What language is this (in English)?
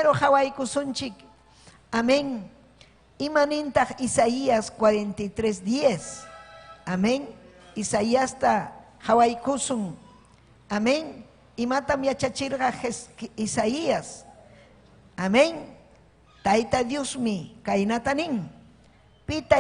Ayacucho Quechua